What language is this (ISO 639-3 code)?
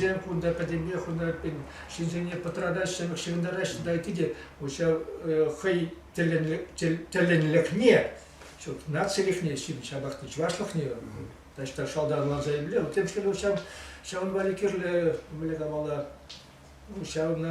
chv